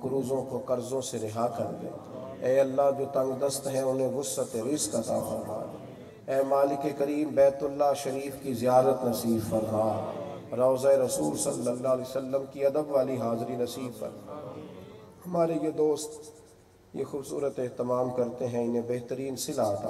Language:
Urdu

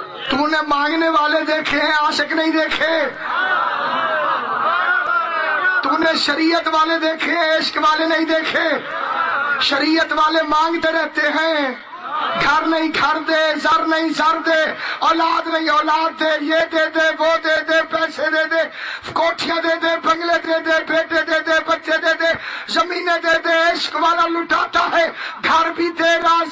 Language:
Urdu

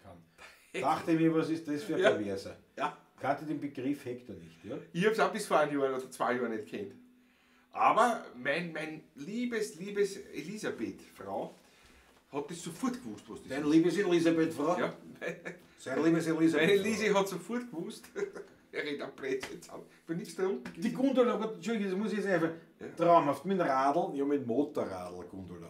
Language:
Bavarian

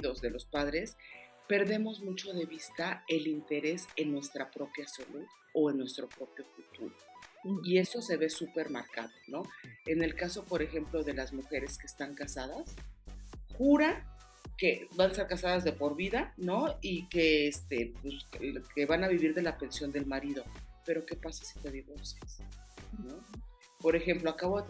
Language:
Spanish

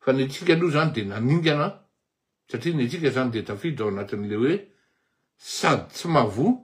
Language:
Malagasy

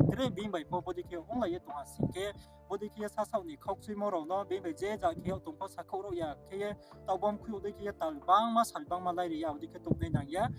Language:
Riang (India)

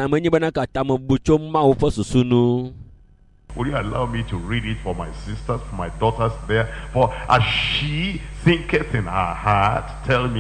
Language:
Ewe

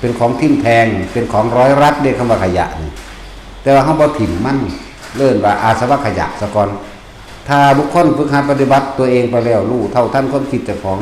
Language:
Northeastern Thai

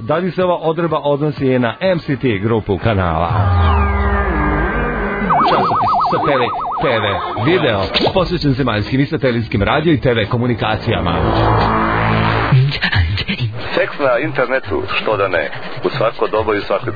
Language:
Serbian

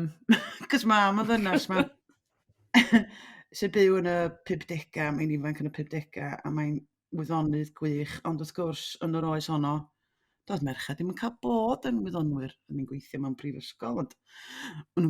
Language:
Welsh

